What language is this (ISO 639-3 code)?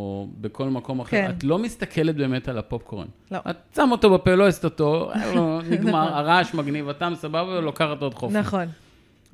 heb